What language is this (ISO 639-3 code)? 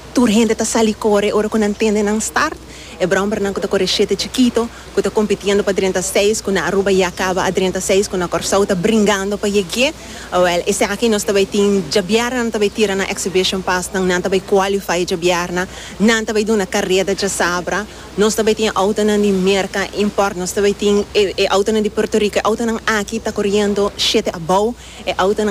pap